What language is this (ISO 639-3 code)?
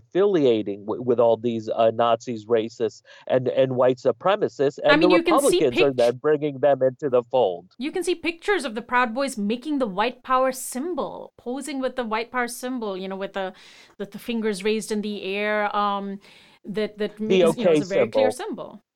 eng